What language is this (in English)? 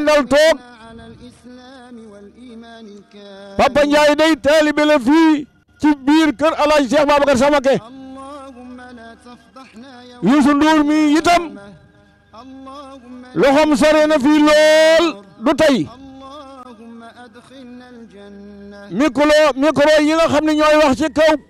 Wolof